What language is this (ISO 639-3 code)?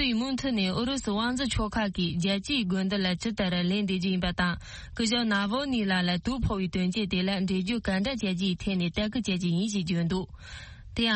bod